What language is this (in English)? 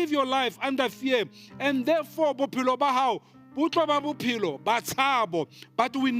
Southern Sotho